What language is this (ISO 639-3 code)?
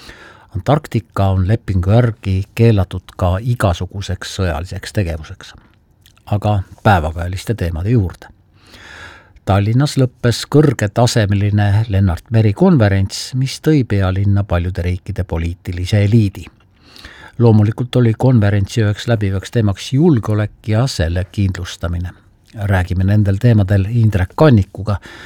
est